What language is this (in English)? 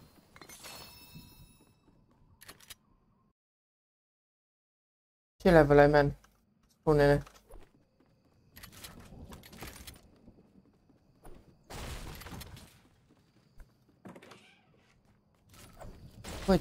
Romanian